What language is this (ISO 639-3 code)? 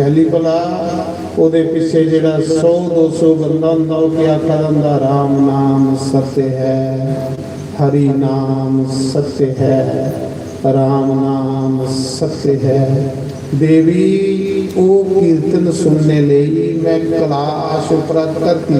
doi